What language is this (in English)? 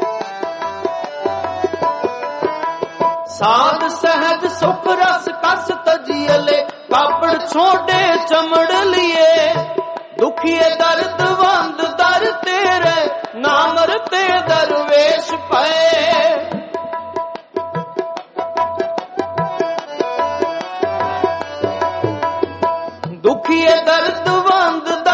Punjabi